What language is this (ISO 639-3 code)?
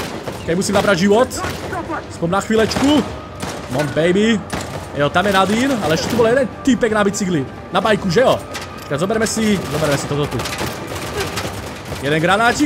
slk